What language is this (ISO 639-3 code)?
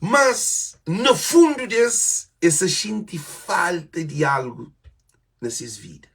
kea